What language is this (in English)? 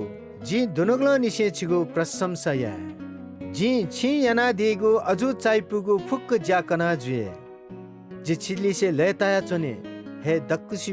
Newari